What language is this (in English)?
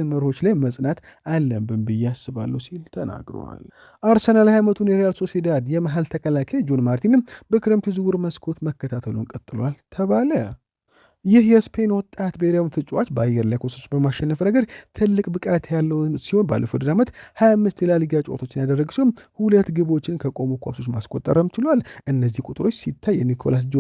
Amharic